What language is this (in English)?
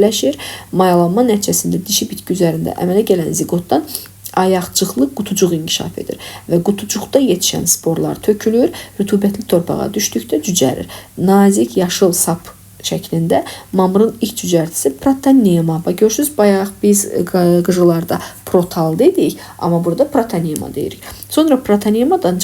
Azerbaijani